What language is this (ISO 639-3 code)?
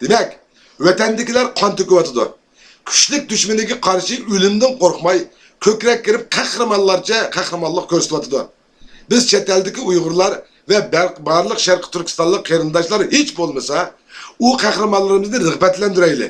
uig